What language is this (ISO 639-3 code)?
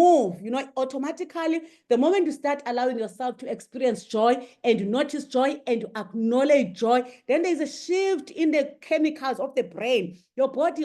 eng